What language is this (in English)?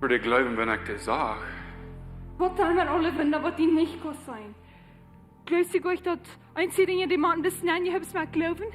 Plautdietsch